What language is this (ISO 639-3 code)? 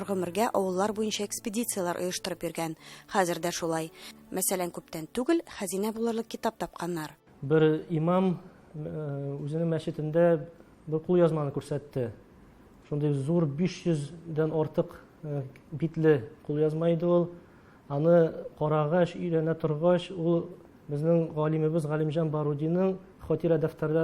tat